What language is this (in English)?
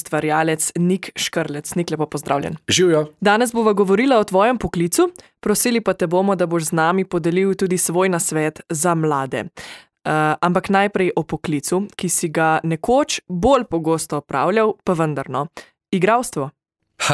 Slovenian